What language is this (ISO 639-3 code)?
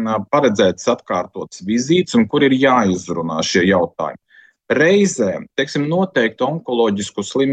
lav